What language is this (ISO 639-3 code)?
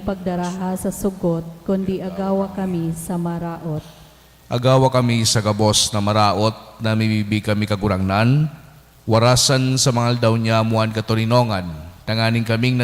bik